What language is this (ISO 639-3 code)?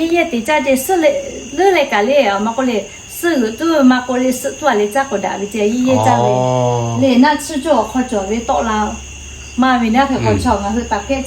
lhu